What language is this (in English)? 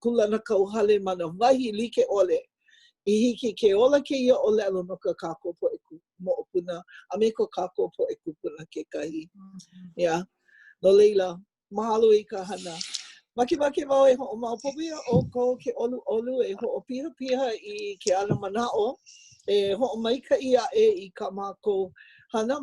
Hawaiian